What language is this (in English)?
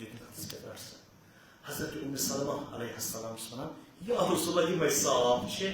Kashmiri